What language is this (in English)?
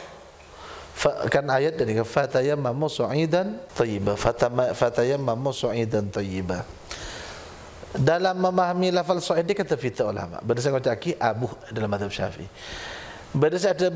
Madurese